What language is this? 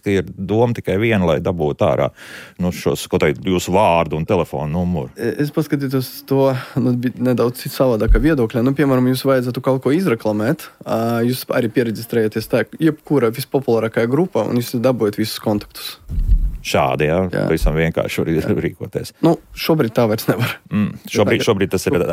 Latvian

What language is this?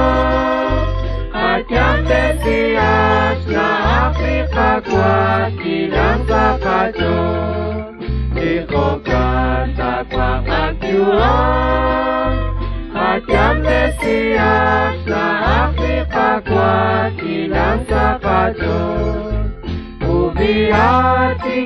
Kekchí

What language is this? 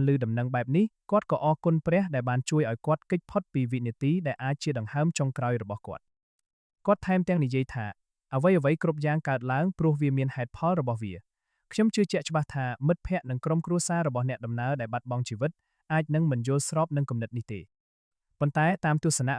Khmer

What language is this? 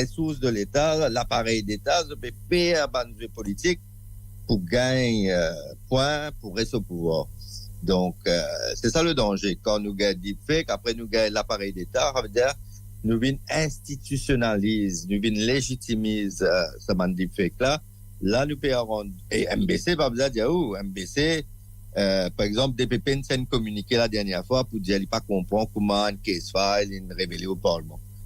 Morisyen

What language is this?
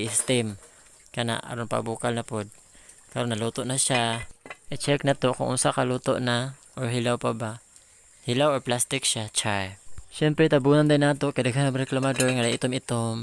Cebuano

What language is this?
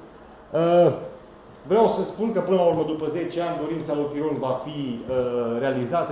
Romanian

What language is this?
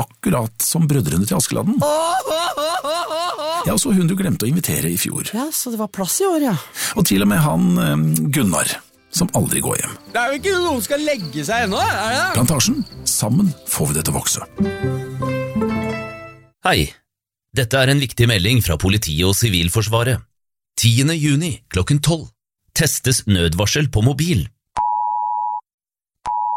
Norwegian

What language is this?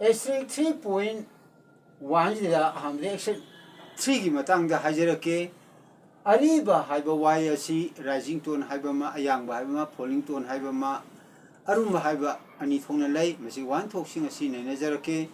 Manipuri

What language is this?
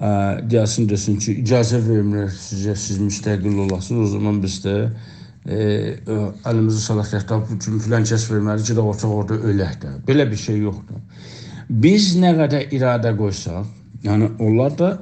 South Azerbaijani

